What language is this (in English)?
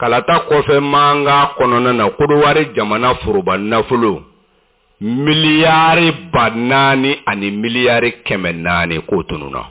Bambara